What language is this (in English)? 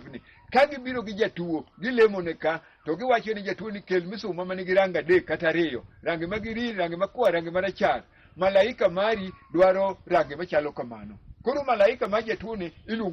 Luo (Kenya and Tanzania)